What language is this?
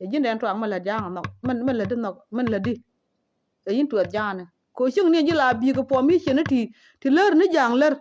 Nuer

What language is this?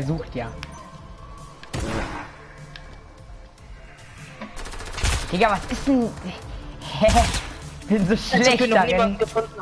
German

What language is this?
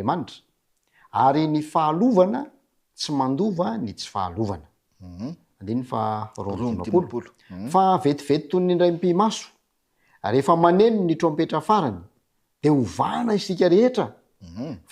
Malagasy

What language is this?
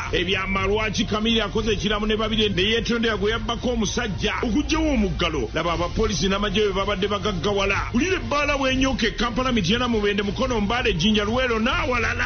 Ganda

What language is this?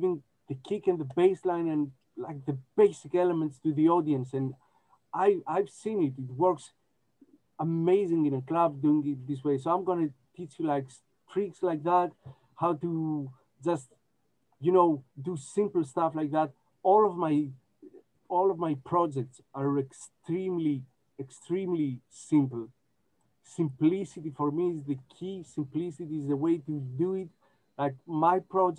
English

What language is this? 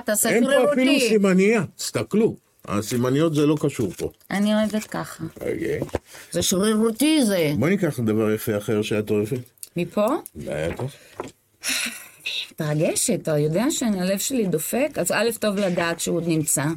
Hebrew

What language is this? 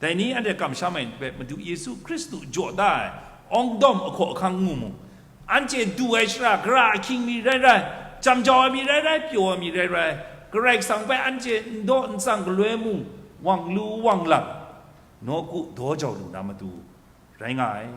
Kachin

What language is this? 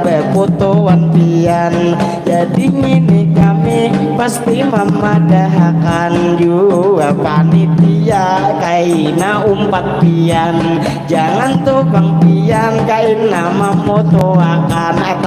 Banjar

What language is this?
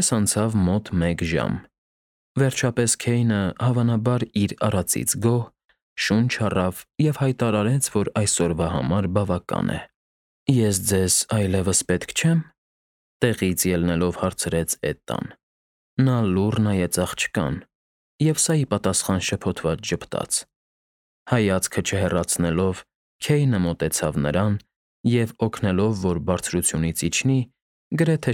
Armenian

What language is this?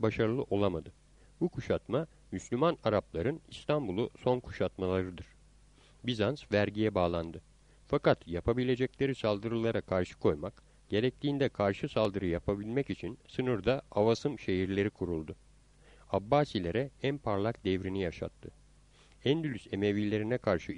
Turkish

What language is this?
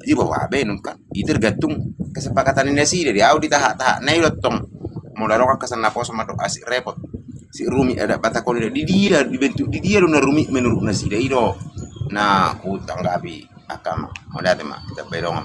Batak Toba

